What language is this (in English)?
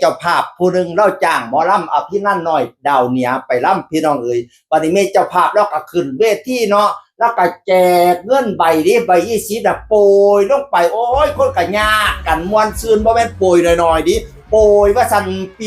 Northeastern Thai